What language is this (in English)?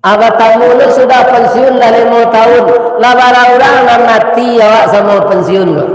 Minangkabau